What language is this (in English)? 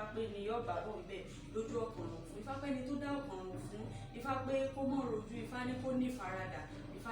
Yoruba